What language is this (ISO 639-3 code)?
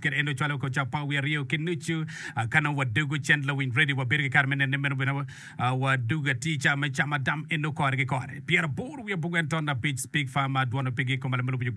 ach